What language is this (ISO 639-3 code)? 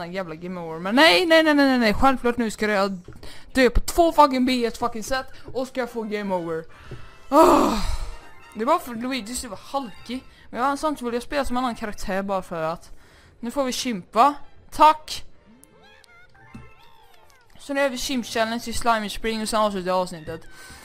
swe